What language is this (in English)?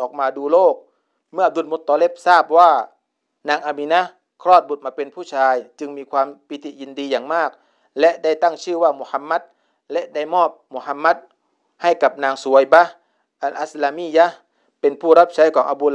Thai